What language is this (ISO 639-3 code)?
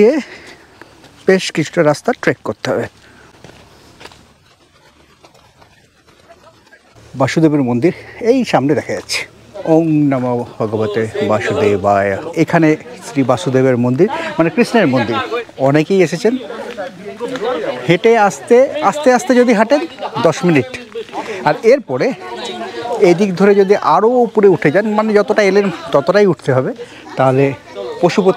ben